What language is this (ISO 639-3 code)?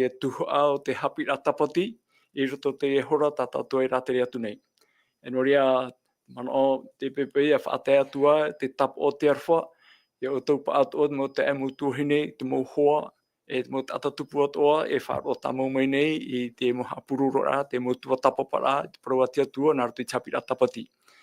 tah